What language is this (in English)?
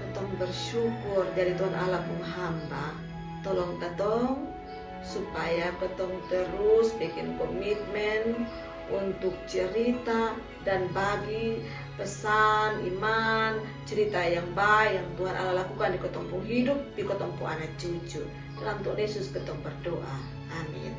Kupang Malay